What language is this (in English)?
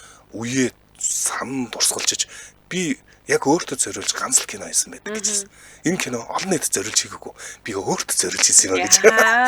Mongolian